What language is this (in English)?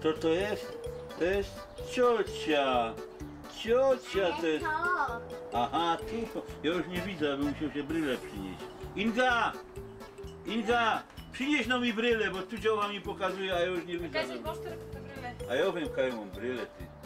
Silesian